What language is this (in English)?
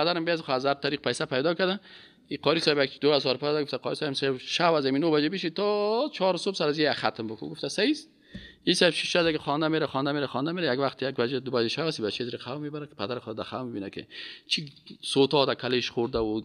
Persian